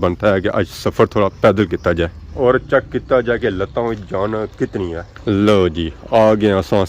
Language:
Pahari-Potwari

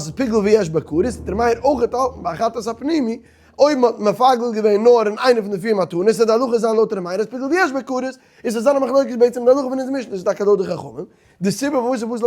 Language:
Yiddish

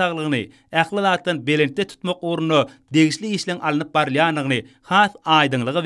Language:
Turkmen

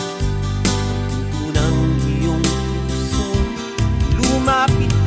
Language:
Filipino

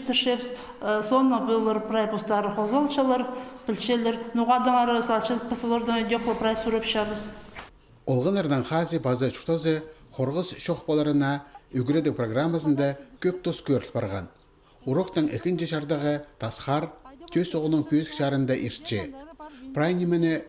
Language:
Khakas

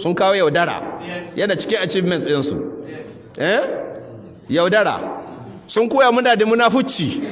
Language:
Hausa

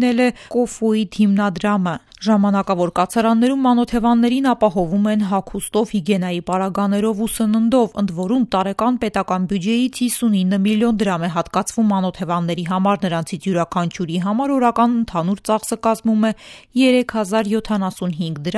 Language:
Armenian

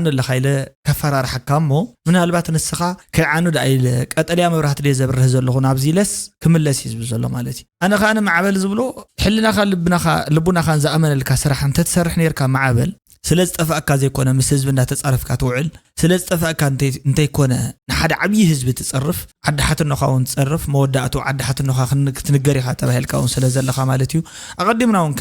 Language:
Tigrinya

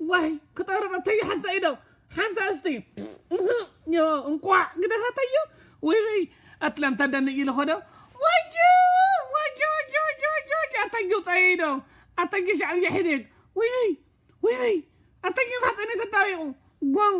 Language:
Tigrinya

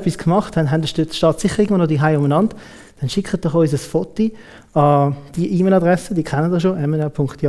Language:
Swiss German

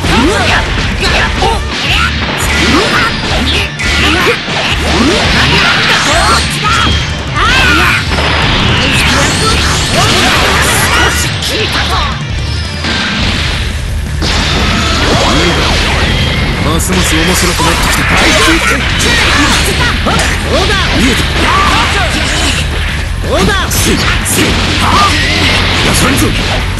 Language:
Japanese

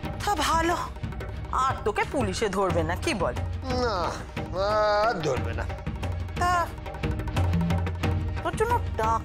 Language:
Bangla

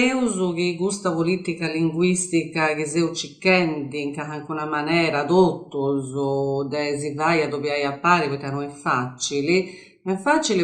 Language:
Sardinian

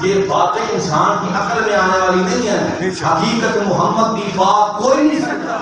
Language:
Saraiki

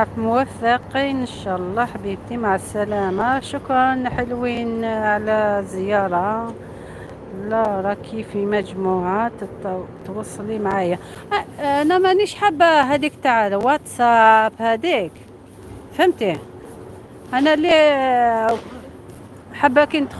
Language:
Algerian Arabic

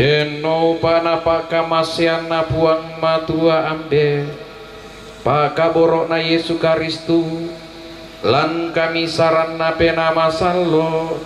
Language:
Toraja-Sa'dan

